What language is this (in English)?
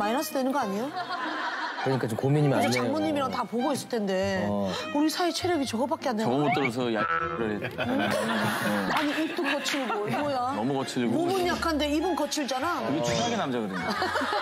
Korean